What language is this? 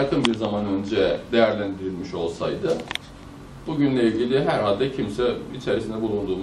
Turkish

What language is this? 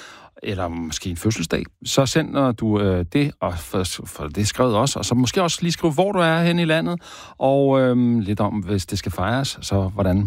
Danish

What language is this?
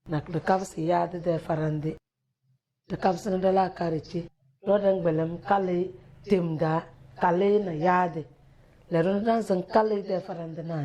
Tem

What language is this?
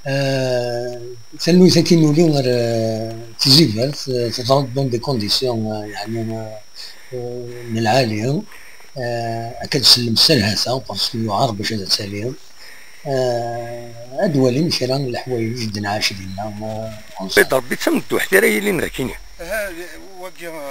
Kabyle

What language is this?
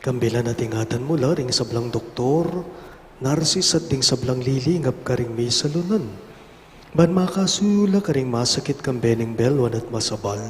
Pampanga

